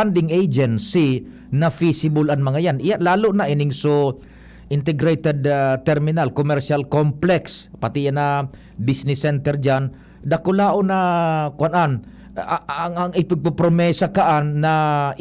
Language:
Bikol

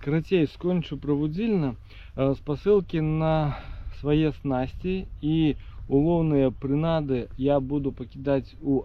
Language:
Belarusian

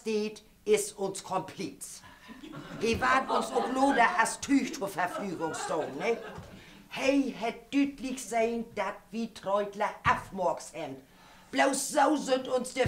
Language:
Low German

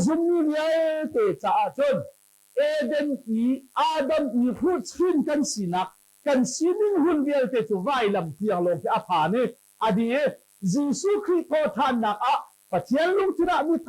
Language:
Hakha Chin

